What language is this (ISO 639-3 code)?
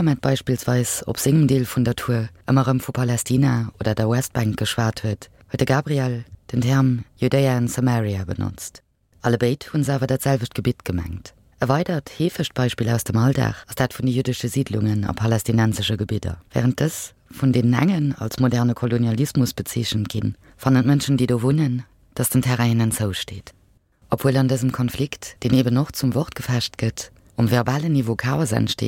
ltz